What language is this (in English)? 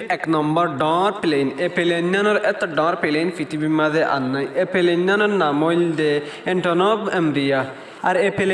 Rohingya